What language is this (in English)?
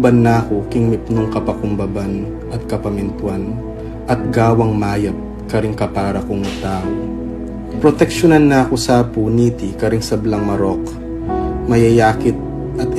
Pampanga